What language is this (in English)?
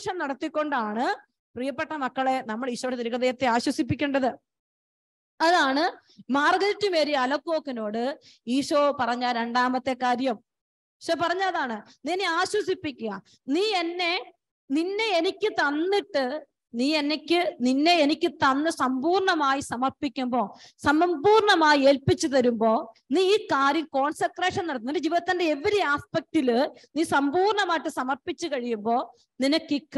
Malayalam